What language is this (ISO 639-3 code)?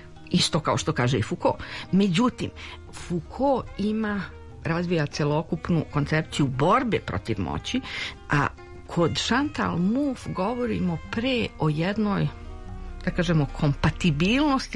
srp